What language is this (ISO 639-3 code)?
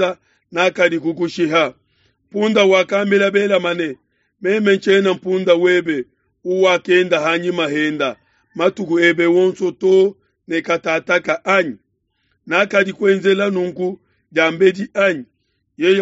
lua